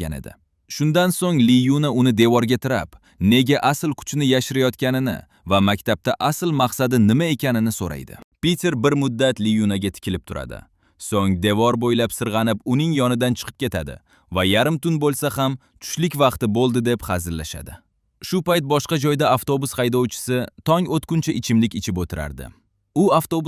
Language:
Uzbek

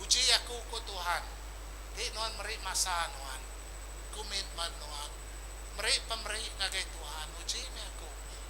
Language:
Iban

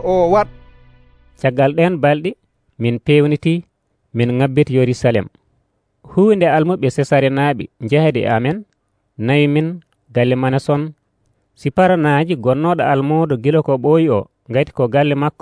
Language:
Nigerian Fulfulde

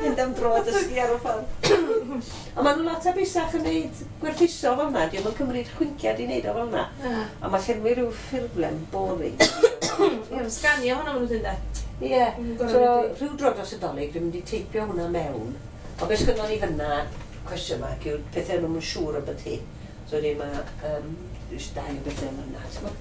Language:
Welsh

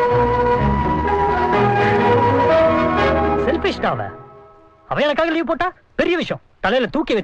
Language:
Tamil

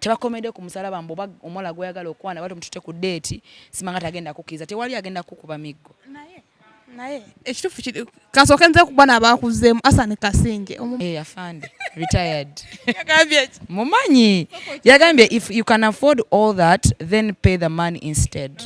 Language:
Ganda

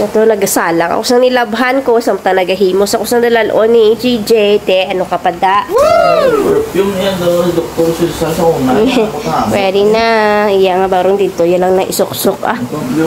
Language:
Hiligaynon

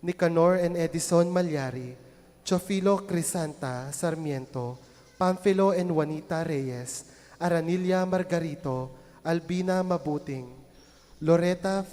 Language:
Pampanga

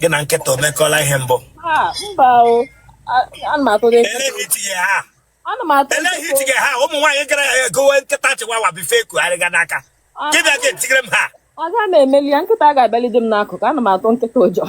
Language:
Igbo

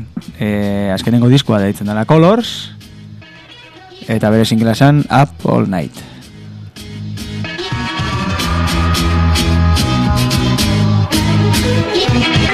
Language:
Basque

